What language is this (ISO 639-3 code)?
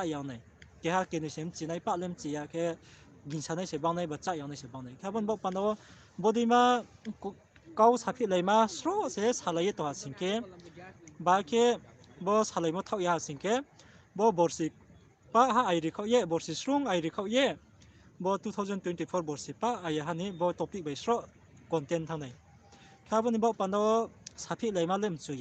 ria